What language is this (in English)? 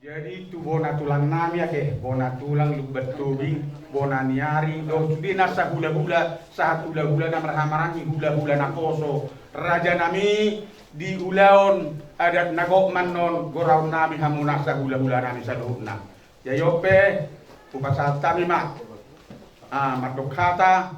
Batak Toba